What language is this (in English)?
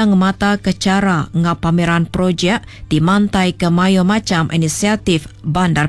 Iban